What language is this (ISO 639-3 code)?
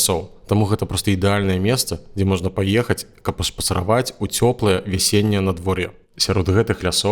bel